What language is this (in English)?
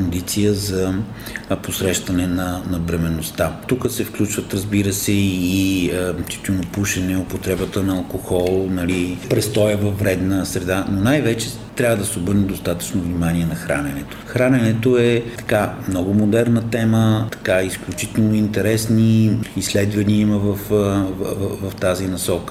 Bulgarian